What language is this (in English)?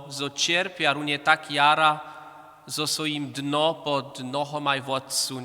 Upper Sorbian